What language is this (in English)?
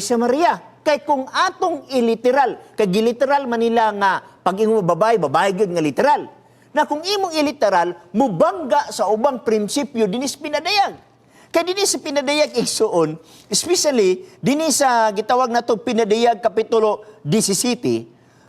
Cebuano